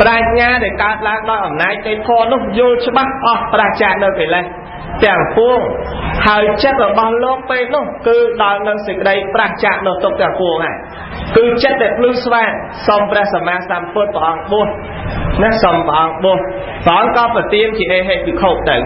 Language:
Khmer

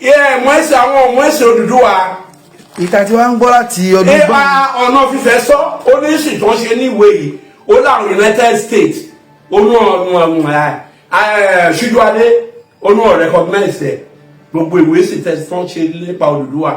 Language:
Yoruba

